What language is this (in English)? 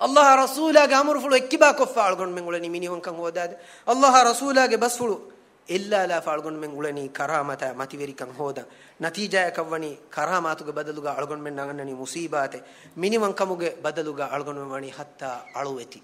Divehi